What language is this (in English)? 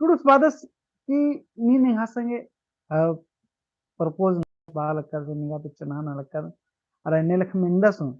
Kurukh